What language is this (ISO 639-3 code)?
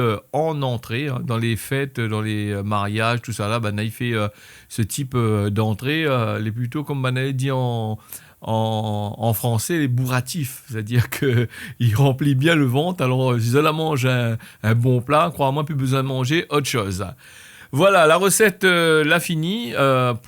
rcf